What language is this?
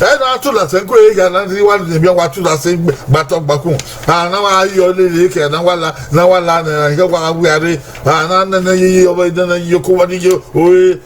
Bini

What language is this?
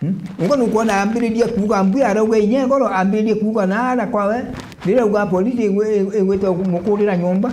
Meru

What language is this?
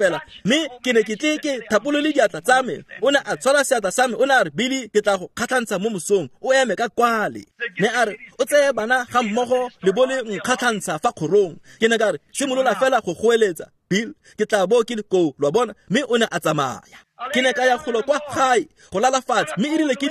Tswana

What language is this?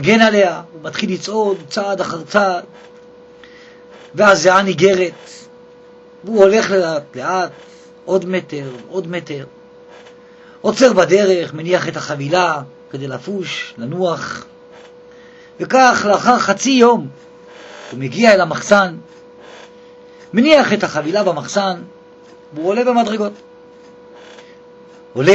Hebrew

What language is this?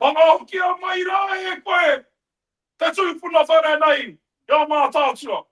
Māori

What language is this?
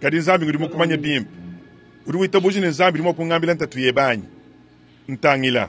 Luba-Lulua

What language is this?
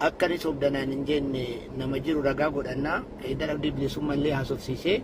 Oromo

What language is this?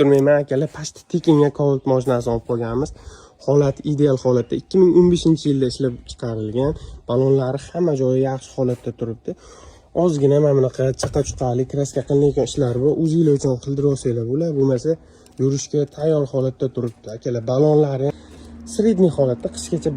Uzbek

